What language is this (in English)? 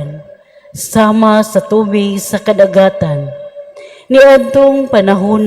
Cebuano